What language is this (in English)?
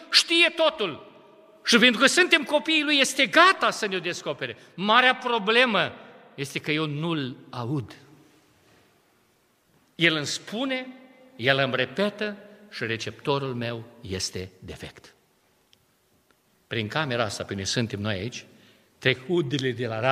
Romanian